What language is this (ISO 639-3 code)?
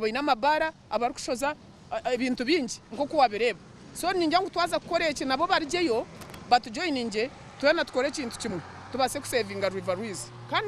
nyn